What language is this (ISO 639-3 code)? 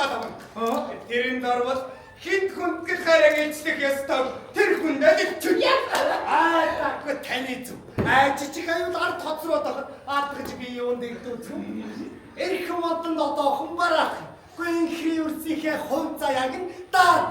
mon